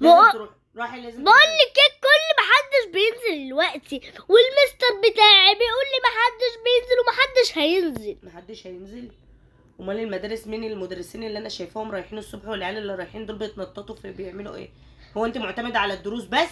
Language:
Egyptian Arabic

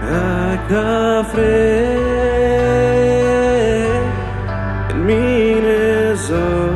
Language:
Plautdietsch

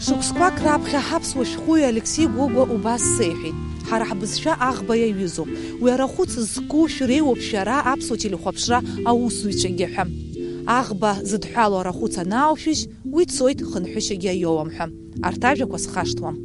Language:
Abkhazian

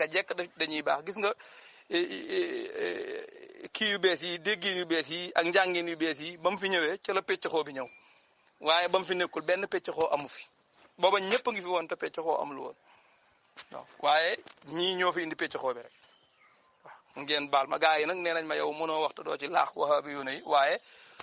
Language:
Wolof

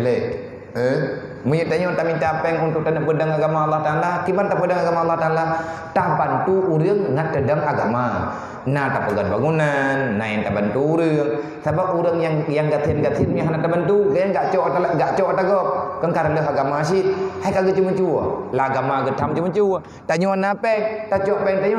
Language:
Achinese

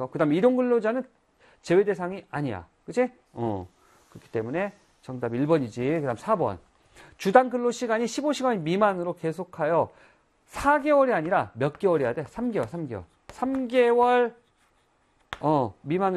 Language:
Korean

